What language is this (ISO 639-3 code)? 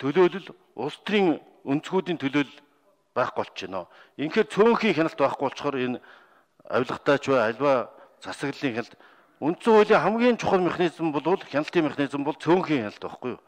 mon